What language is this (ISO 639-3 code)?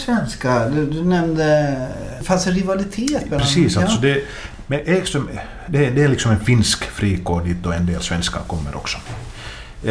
swe